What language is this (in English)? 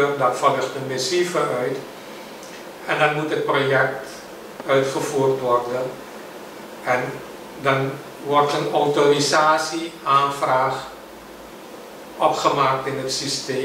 Dutch